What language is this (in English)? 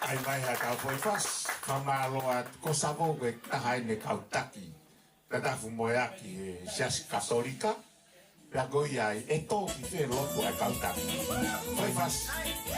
Tongan